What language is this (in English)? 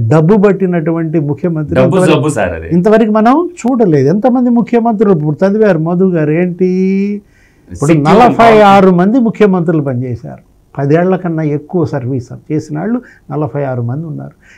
Telugu